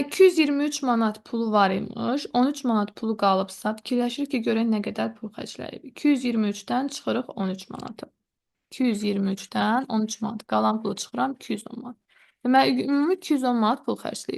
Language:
Azerbaijani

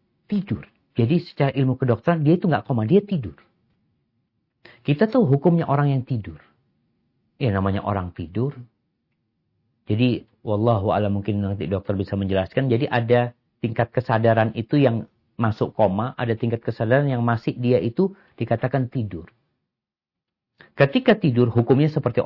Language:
Indonesian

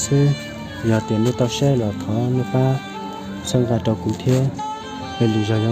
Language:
Hmong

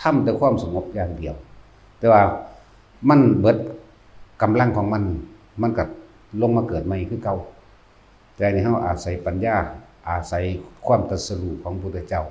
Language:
Northeastern Thai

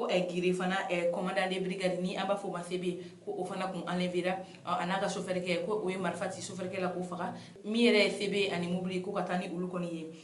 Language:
Bambara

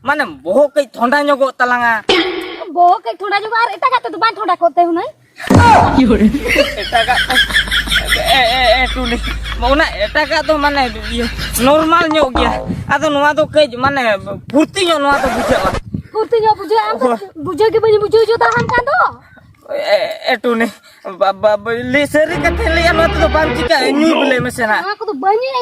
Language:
Santali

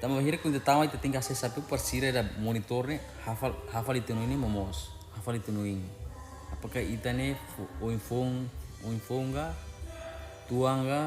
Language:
Tetum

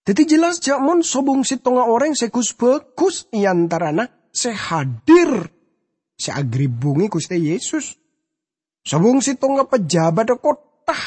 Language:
Madurese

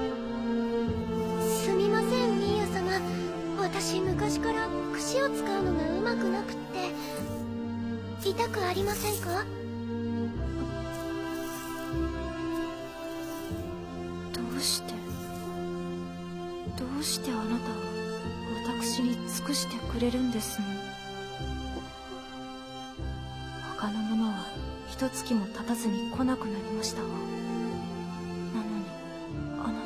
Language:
Japanese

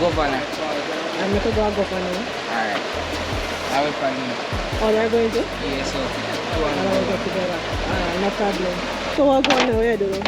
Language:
Jamaican Creole English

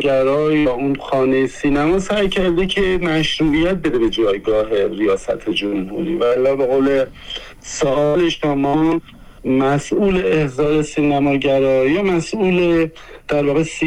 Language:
Persian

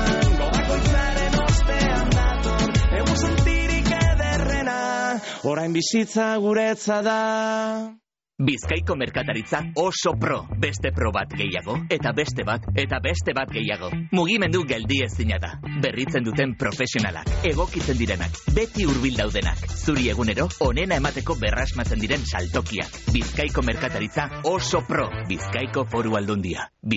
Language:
Basque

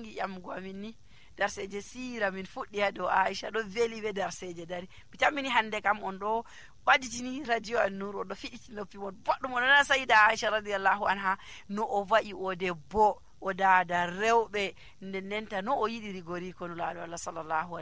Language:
Nigerian Fulfulde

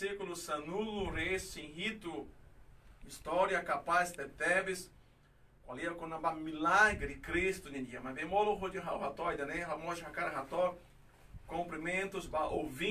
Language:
Tetum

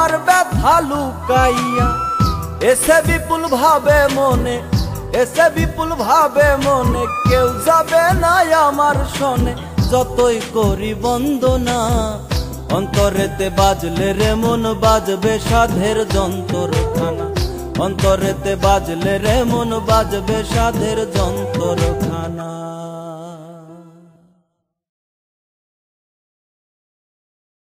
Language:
Bangla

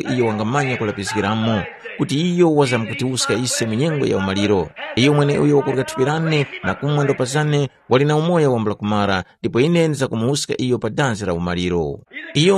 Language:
Tumbuka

